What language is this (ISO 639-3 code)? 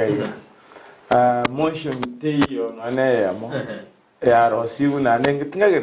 guz